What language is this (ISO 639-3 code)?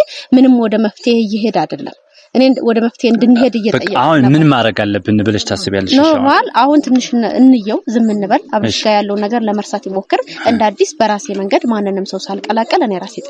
amh